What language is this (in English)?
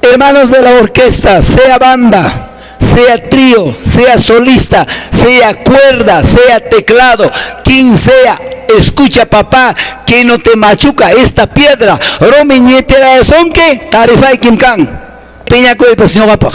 Quechua